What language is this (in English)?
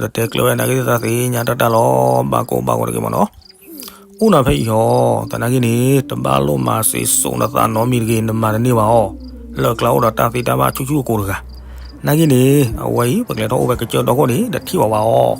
S'gaw Karen